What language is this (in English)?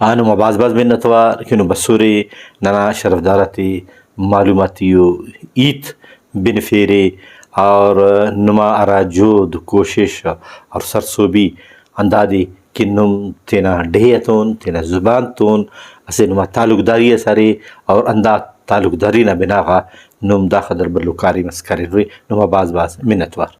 Brahui